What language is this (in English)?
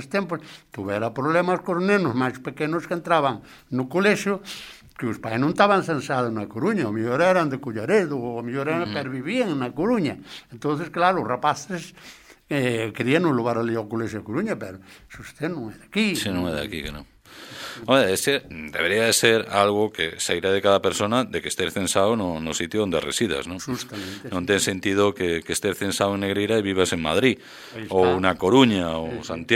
Galician